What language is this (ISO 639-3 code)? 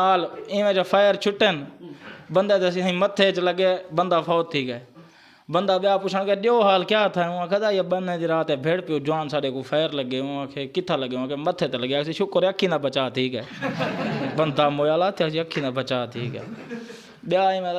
skr